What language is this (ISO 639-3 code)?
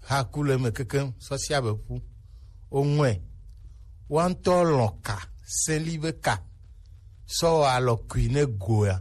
gej